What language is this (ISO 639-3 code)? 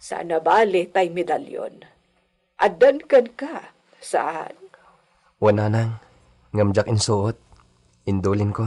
ilo